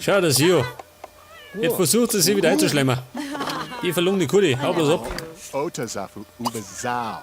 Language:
Bavarian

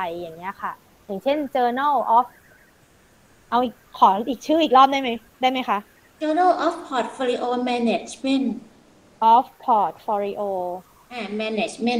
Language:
Thai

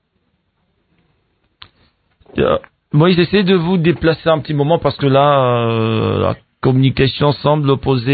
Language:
French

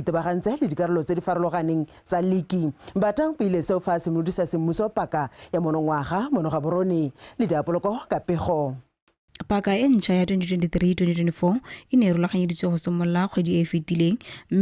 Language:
Tswana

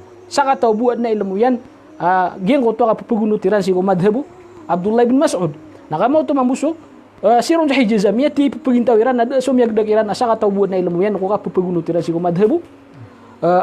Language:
Maranao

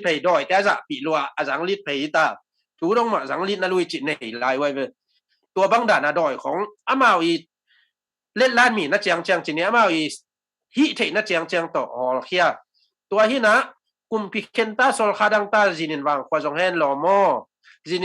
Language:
Tedim Chin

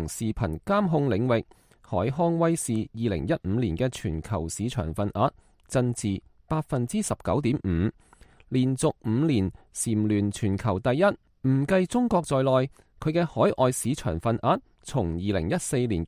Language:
Cantonese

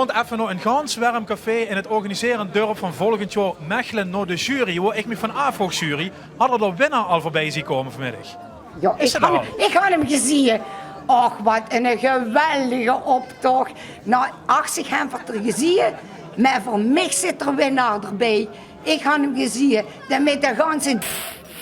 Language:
Limburgish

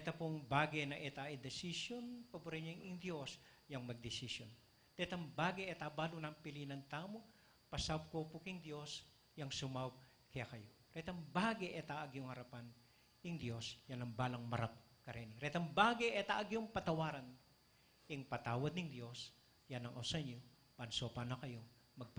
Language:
Pampanga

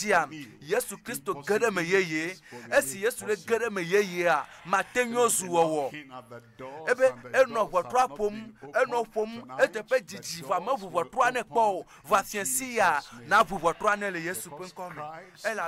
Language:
Ewe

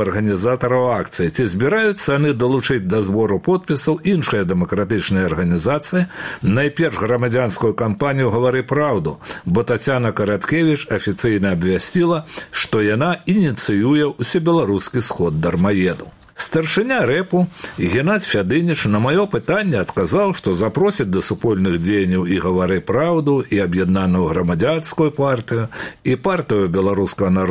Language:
Belarusian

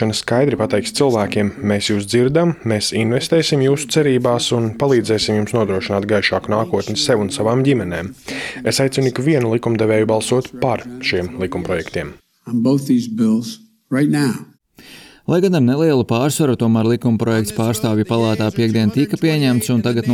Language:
Latvian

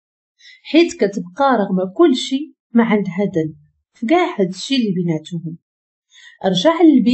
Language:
Moroccan Arabic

